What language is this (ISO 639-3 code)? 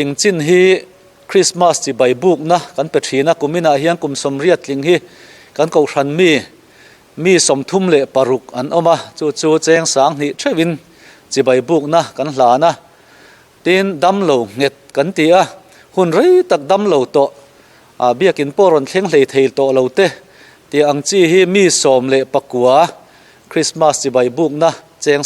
lus